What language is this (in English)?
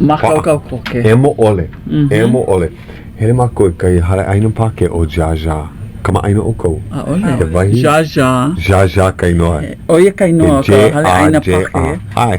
Hawaiian